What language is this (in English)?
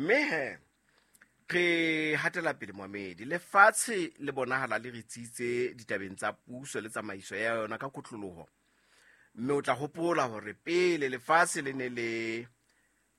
Southern Sotho